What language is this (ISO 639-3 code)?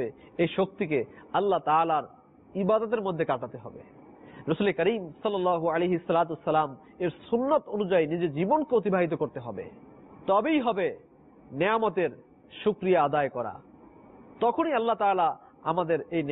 ben